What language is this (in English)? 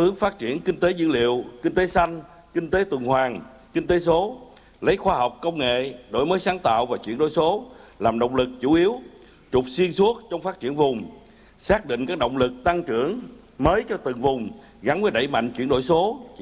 Vietnamese